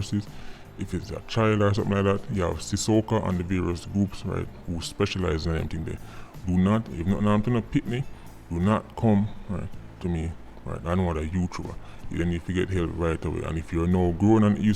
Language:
Jamaican Creole English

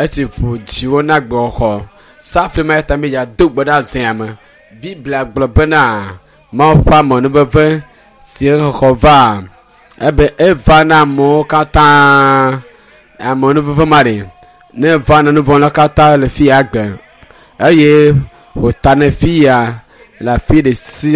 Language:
Ewe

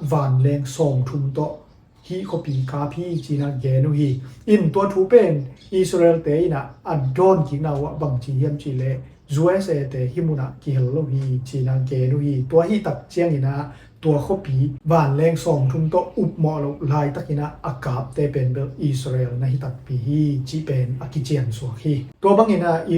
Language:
Tedim Chin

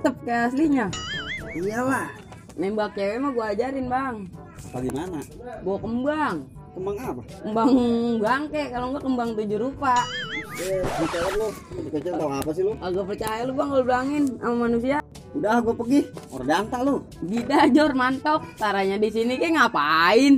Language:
Betawi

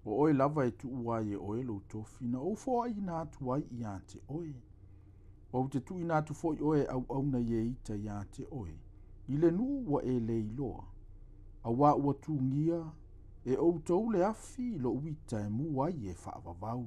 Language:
Samoan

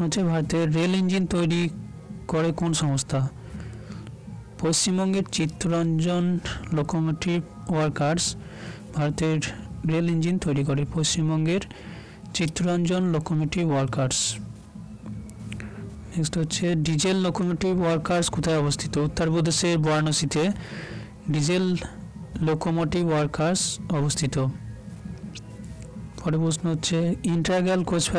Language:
Bangla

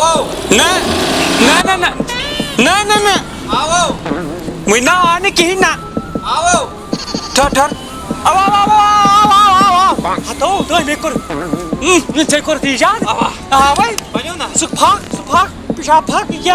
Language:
Kashmiri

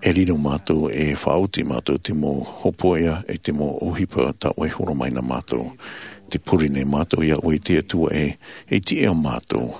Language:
Tahitian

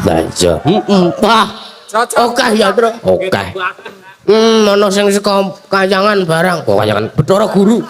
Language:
Javanese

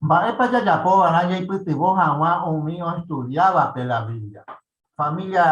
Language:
Guarani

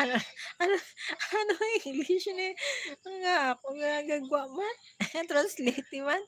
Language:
Hiligaynon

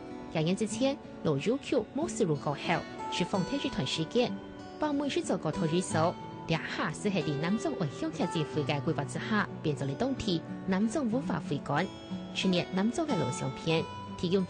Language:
Hakka Chinese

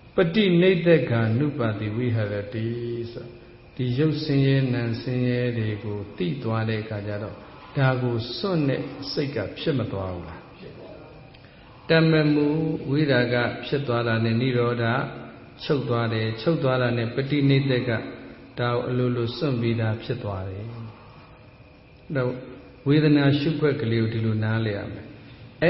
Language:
Burmese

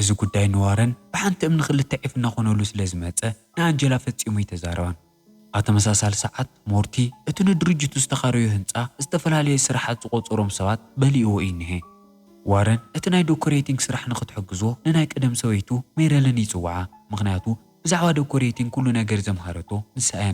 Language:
Tigrinya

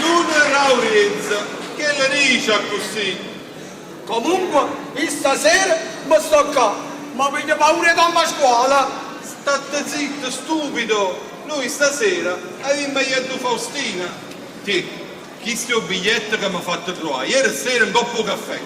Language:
Neapolitan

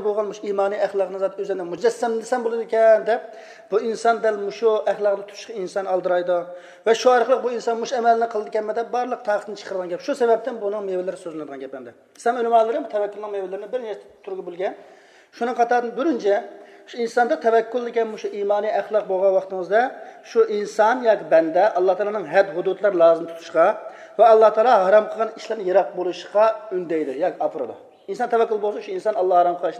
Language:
Uyghur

